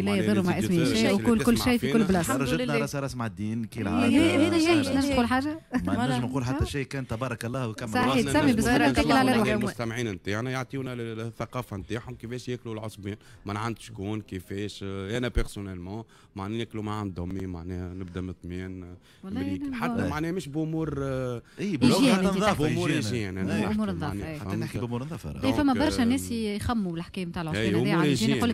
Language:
Tunisian Arabic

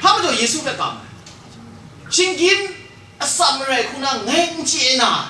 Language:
Kachin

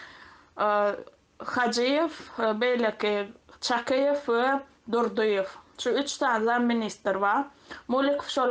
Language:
Turkmen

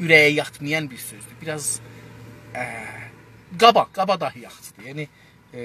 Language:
South Azerbaijani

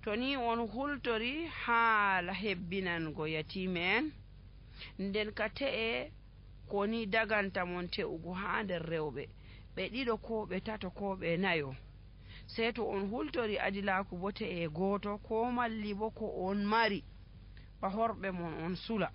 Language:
Nigerian Fulfulde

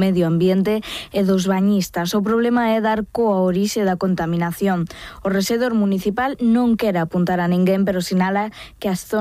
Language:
Galician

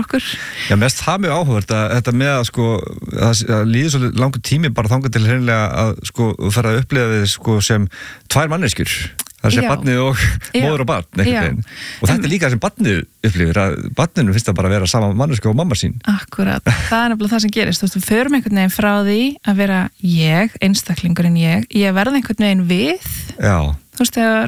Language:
Icelandic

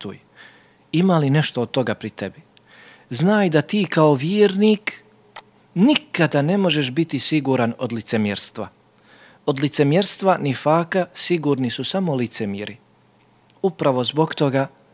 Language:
Bosnian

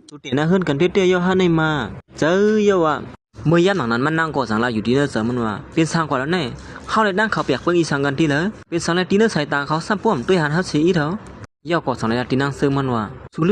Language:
Shan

